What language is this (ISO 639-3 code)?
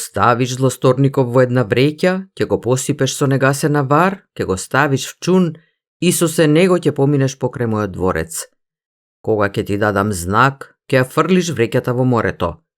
mkd